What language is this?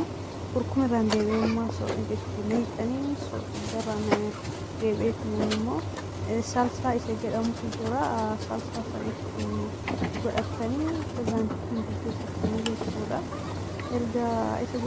Oromo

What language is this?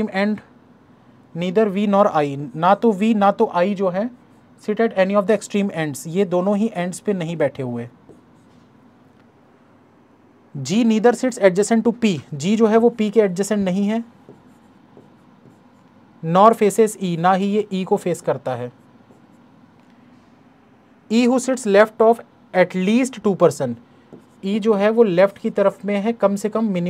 Hindi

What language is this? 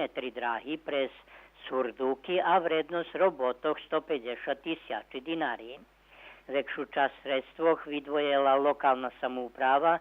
Rusyn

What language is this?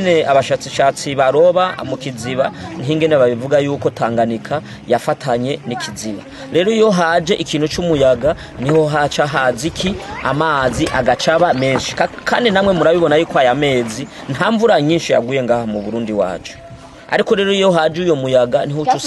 Rundi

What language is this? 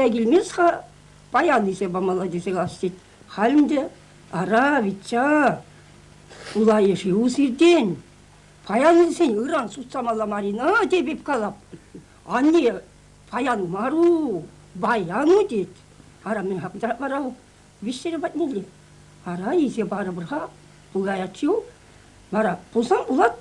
Chuvash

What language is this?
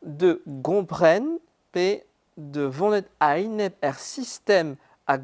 Breton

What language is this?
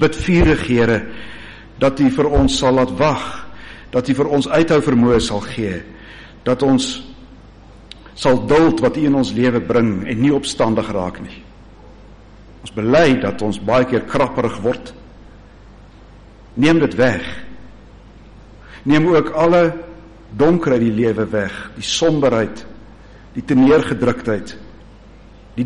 Afrikaans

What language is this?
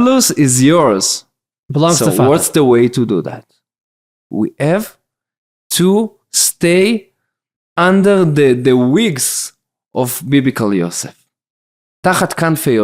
Yiddish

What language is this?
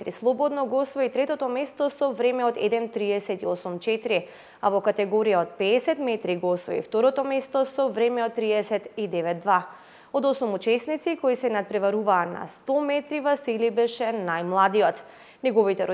Macedonian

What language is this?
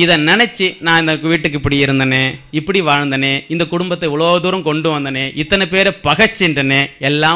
Tamil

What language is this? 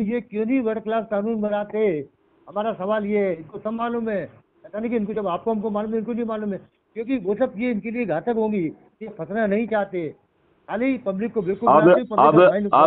Hindi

